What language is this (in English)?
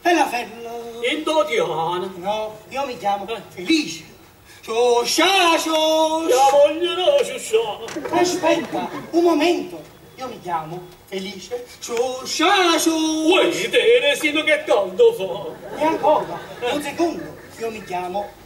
Neapolitan